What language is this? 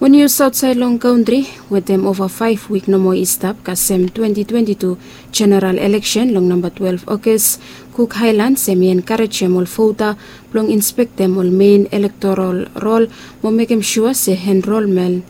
Bislama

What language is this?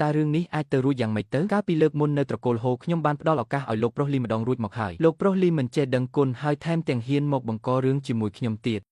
Khmer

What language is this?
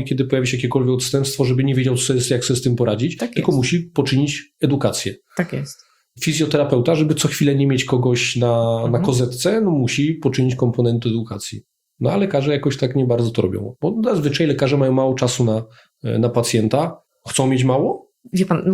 Polish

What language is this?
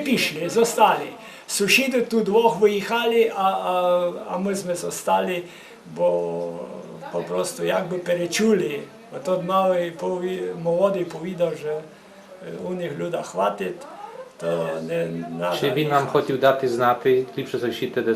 Rusyn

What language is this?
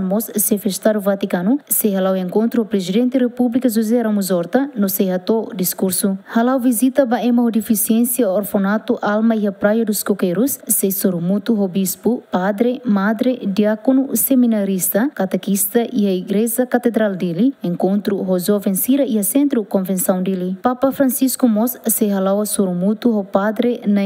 Tetum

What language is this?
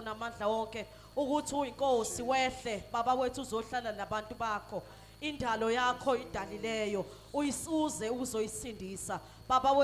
Zulu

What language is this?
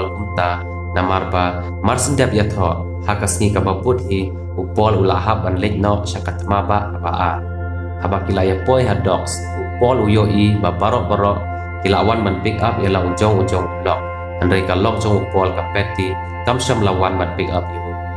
Khasi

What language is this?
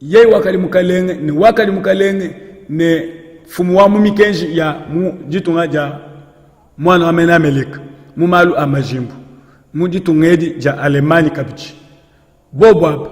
Luba-Lulua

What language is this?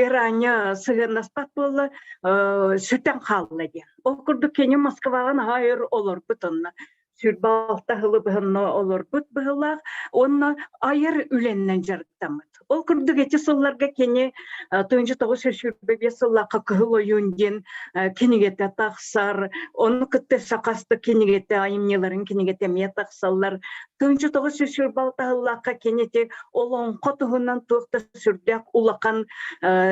Yakut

